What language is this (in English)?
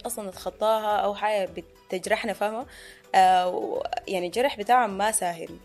Sudanese Arabic